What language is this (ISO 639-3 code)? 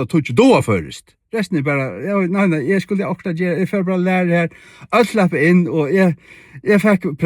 fao